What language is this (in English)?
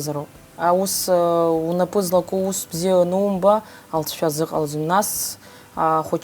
Abkhazian